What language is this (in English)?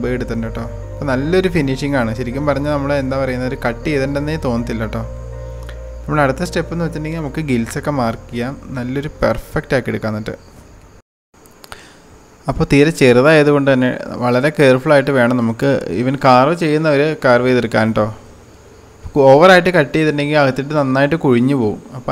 Malayalam